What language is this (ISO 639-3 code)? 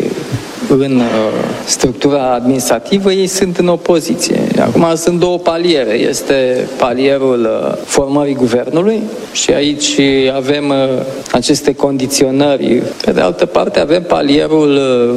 ron